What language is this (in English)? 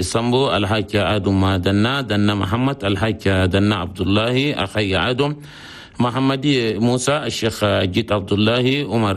Chadian Arabic